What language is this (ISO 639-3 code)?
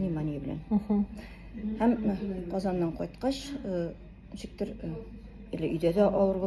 tat